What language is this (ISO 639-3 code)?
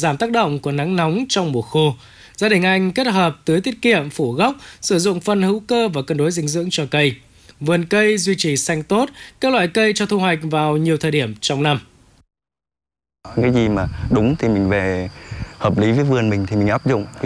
vie